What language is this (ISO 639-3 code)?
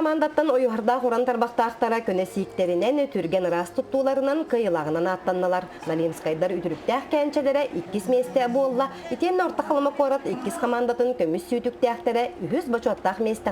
sah